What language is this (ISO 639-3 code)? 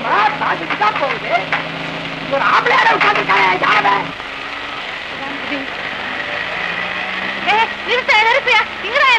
tam